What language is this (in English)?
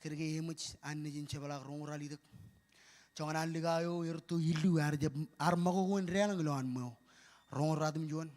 Marshallese